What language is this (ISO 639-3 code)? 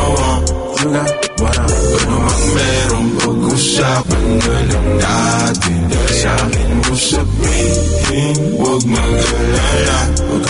fil